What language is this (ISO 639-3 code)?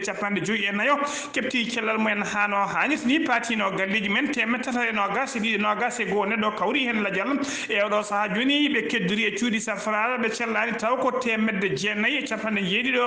ful